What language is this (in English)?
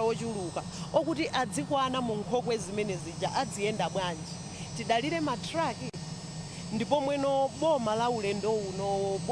Nyanja